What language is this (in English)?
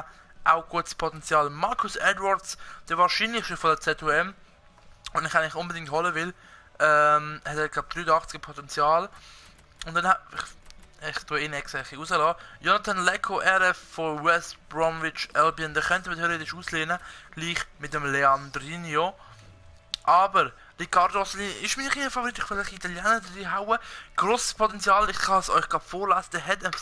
Swiss German